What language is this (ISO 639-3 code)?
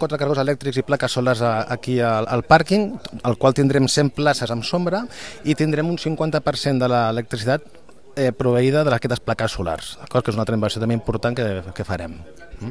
cat